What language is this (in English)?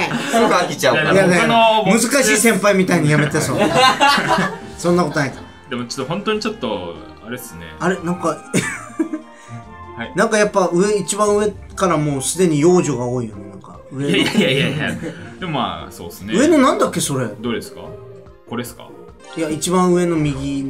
Japanese